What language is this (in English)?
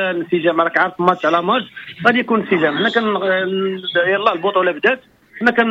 Moroccan Arabic